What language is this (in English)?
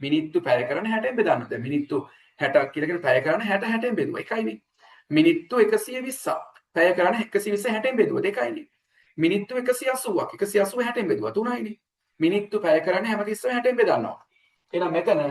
Sinhala